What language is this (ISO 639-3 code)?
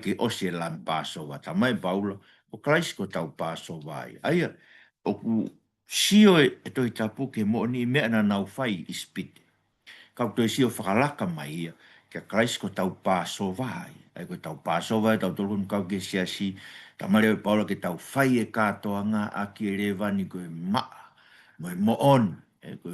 ton